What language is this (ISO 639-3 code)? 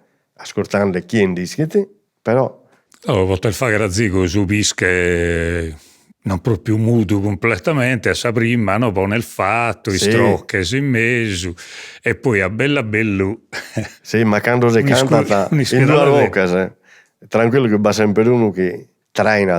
srd